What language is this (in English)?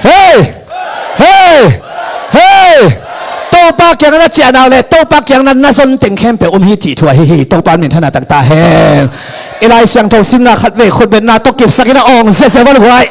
Tedim Chin